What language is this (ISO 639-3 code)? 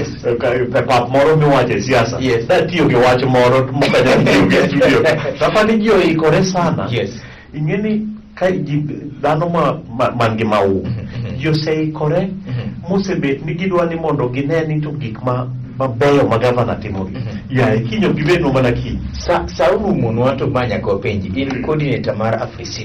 luo